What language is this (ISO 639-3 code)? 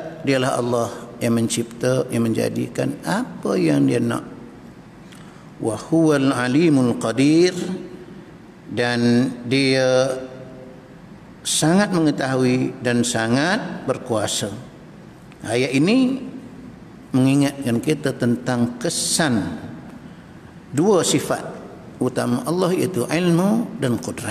msa